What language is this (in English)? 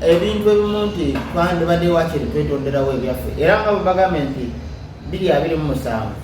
Ganda